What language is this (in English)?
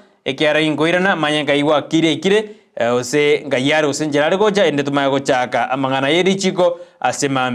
Gusii